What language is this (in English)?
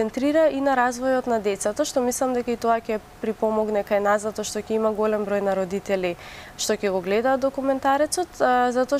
Macedonian